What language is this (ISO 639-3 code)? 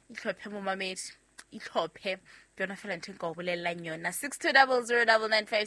sot